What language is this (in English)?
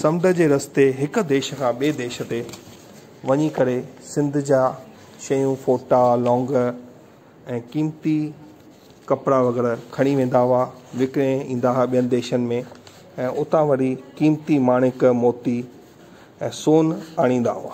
Sindhi